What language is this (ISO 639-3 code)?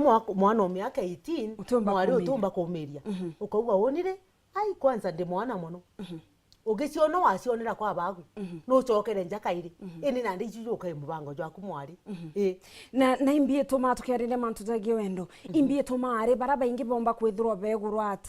mer